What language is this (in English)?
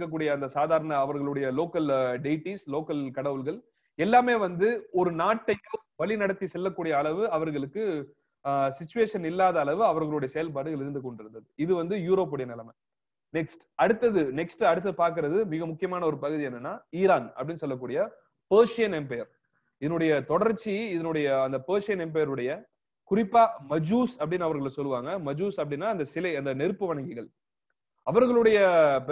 Tamil